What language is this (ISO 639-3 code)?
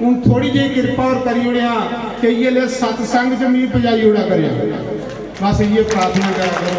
doi